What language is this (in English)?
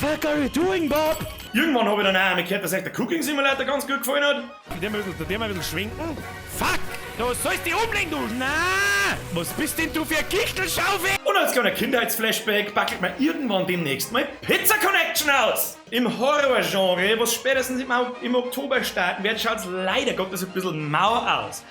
Bavarian